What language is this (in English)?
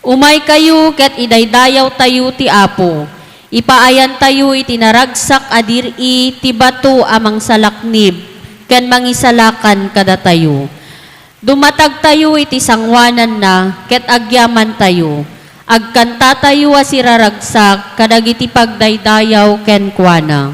Iloko